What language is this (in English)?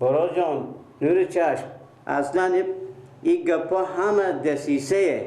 Persian